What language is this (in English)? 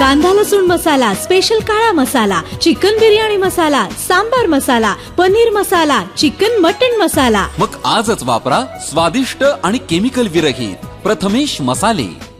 Marathi